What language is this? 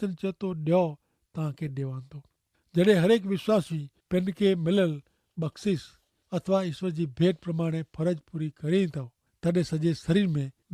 Kachhi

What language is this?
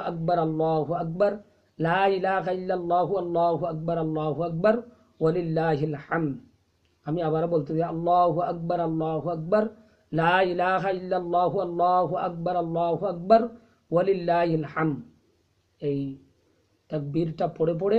Bangla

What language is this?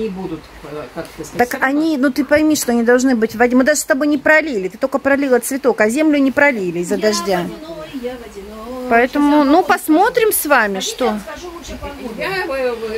Russian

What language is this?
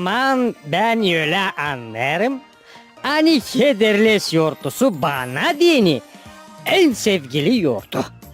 Gagauz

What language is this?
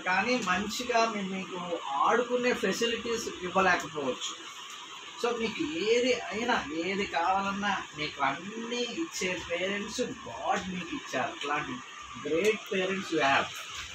Telugu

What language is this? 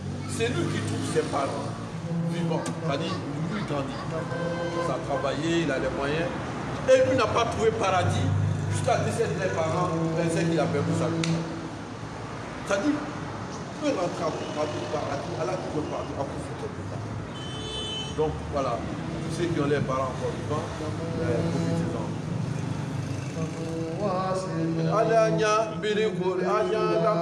French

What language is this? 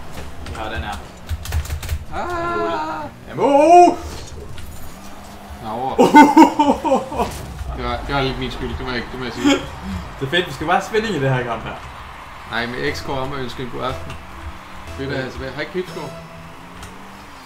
Danish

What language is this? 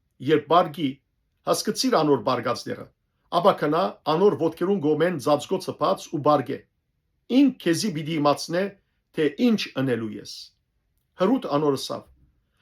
Western Armenian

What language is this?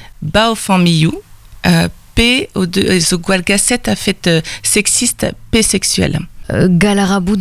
Breton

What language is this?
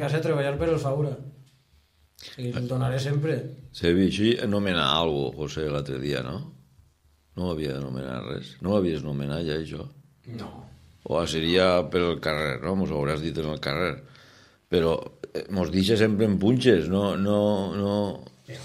Catalan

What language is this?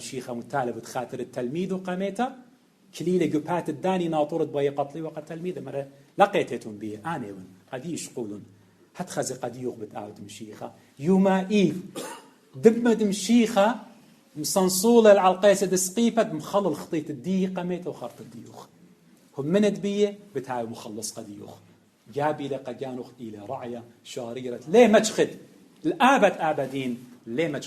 Assyrian Neo-Aramaic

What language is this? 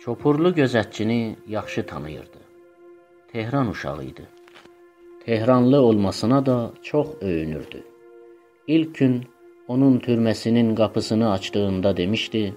South Azerbaijani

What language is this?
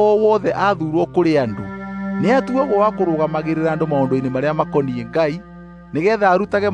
Kikuyu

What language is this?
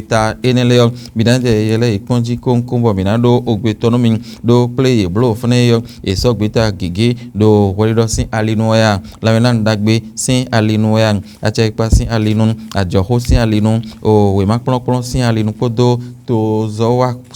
Fon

